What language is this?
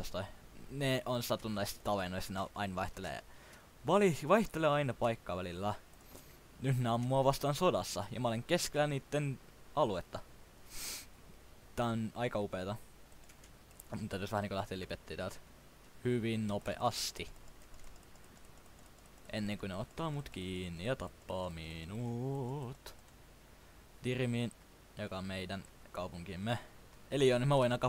Finnish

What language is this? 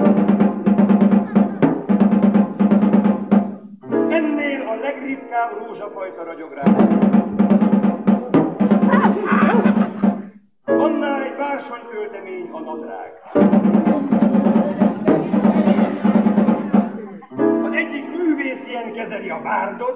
Hungarian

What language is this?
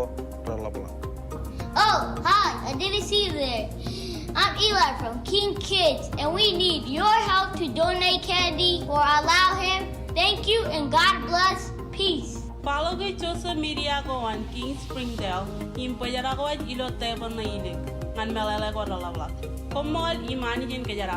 Marshallese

